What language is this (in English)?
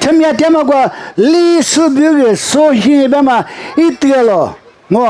Lisu